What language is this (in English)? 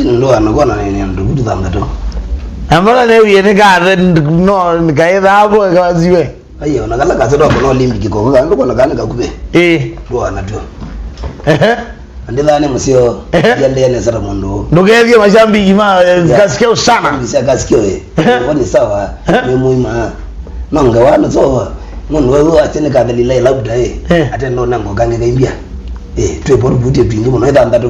Kamba